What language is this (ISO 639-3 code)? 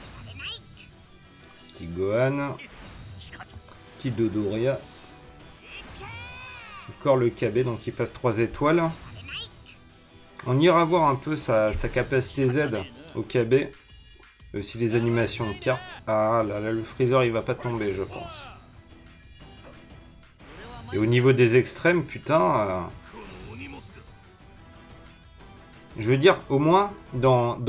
fra